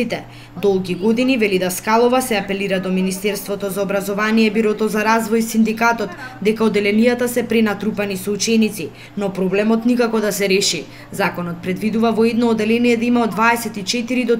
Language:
Macedonian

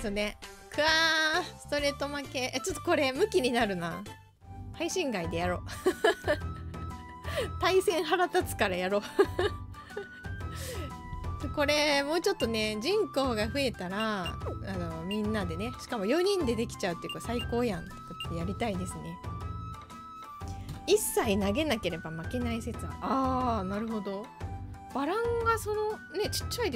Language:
Japanese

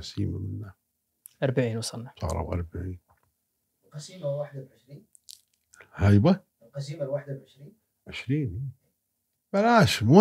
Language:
Gulf Arabic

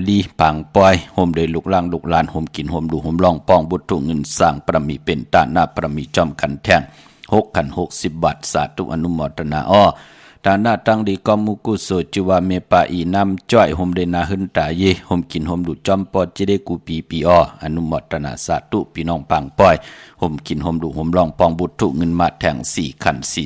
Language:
Shan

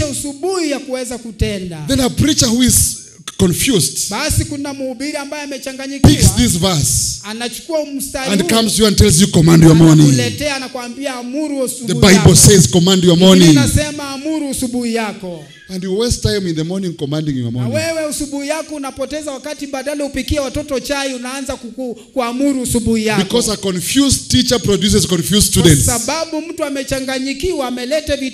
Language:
Swahili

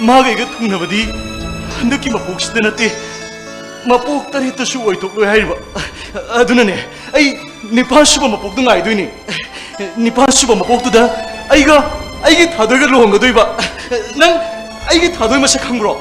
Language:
Manipuri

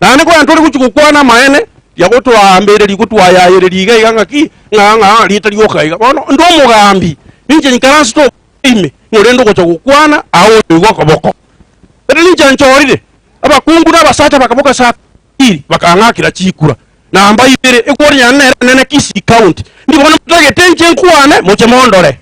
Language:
Gusii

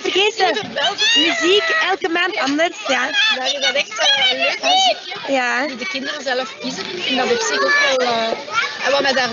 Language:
Dutch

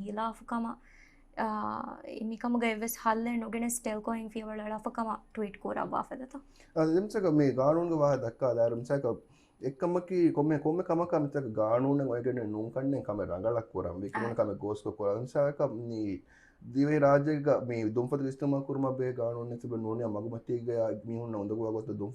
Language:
Divehi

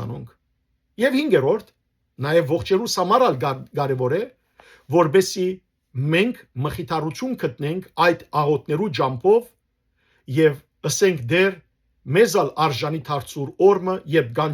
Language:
Western Armenian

